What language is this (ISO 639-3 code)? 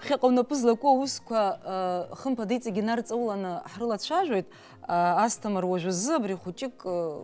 abk